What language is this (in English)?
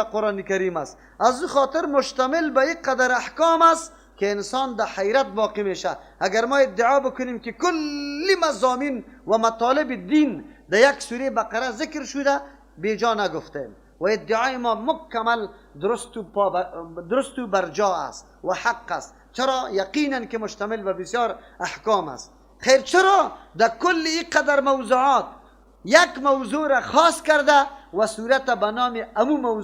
Persian